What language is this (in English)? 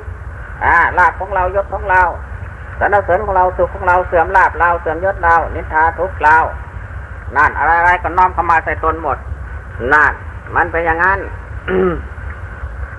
Thai